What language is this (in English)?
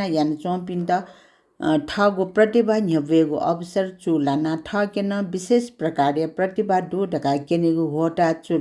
Newari